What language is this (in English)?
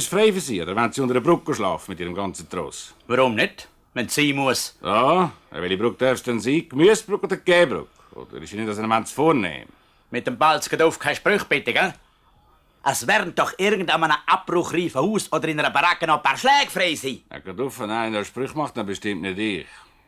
Swiss German